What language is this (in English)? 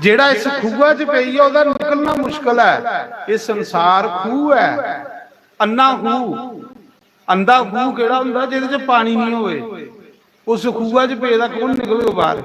Dogri